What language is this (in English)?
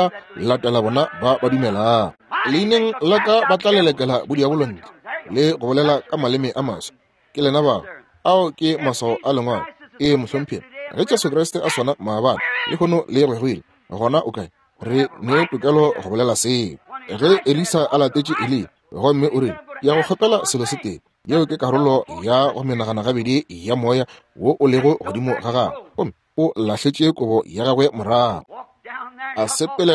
Northern Sotho